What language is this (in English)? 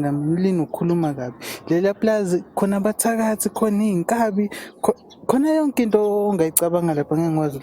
Zulu